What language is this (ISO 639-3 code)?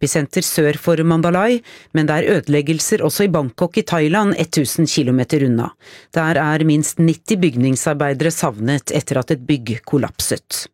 nor